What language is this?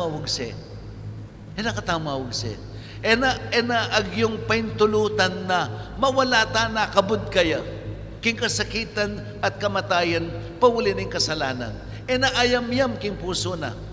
Pampanga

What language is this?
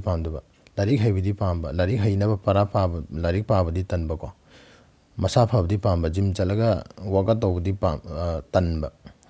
Manipuri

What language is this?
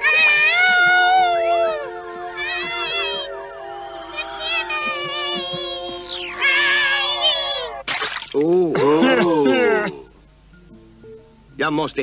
Swedish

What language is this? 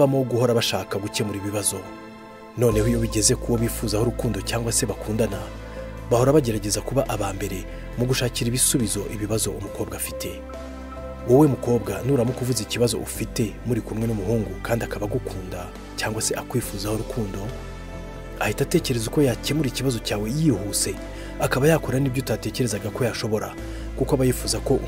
Kinyarwanda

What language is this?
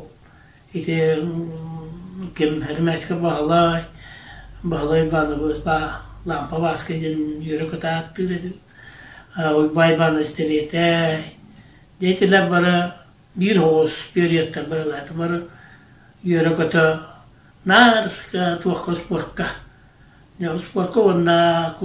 Yakut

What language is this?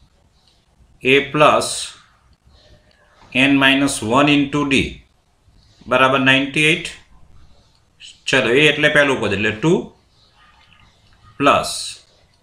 Gujarati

